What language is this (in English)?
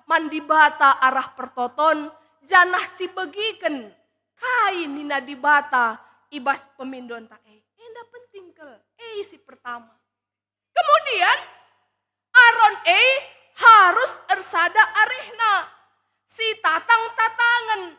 Batak Karo